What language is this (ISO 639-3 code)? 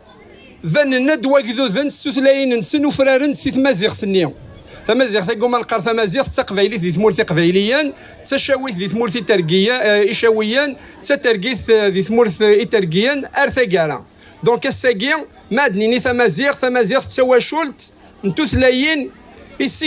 kab